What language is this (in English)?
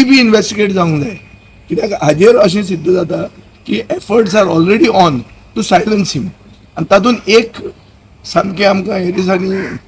Konkani